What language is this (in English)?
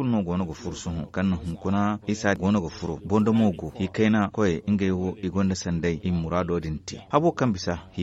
Zarma